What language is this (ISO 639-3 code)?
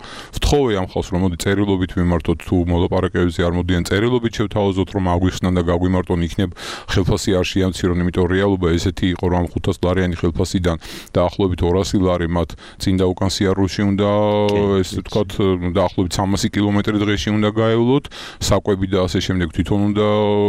kat